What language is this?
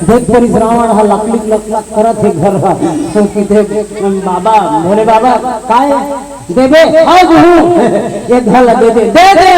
Chhattisgarhi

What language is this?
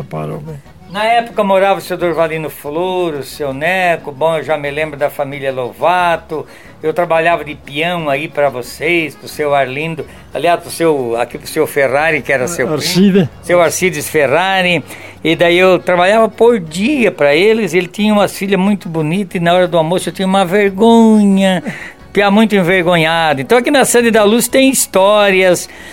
Portuguese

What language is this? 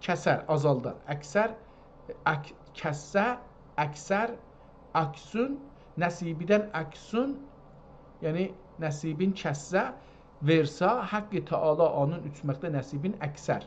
South Azerbaijani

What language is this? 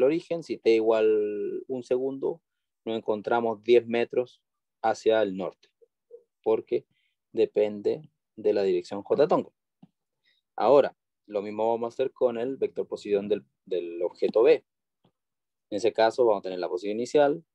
Spanish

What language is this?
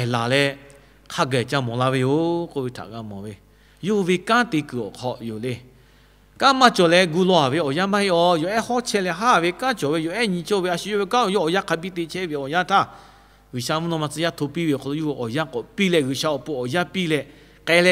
Lahu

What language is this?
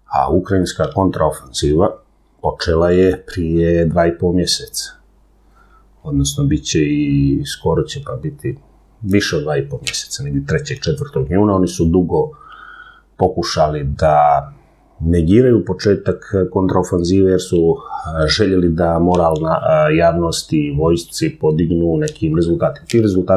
Serbian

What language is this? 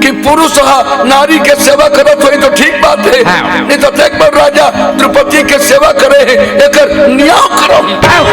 Chhattisgarhi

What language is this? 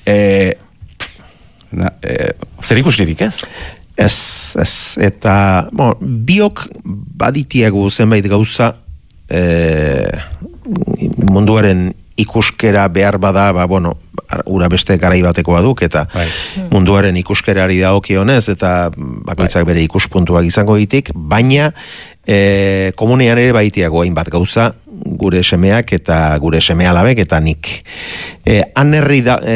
Basque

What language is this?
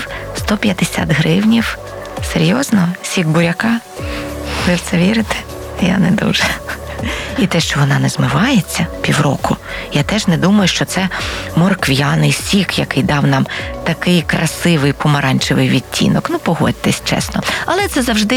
Ukrainian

